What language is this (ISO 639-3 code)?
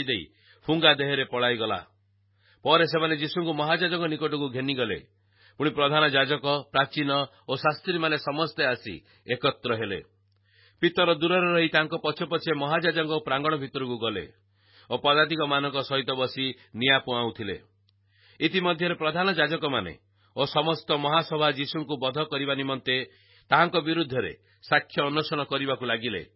ori